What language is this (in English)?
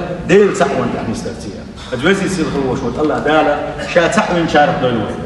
Chechen